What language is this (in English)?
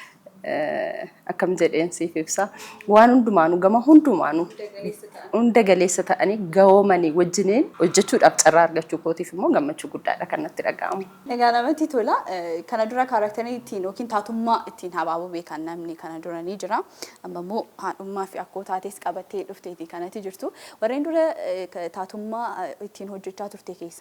Oromo